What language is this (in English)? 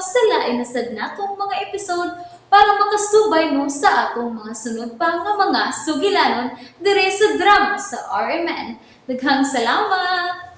Cebuano